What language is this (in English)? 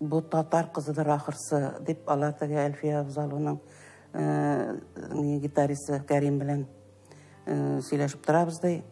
Tatar